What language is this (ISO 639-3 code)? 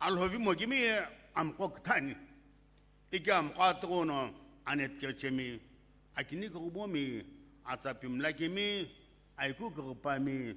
nsm